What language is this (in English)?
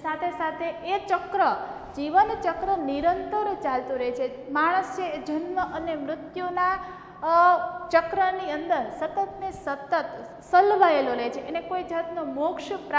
Gujarati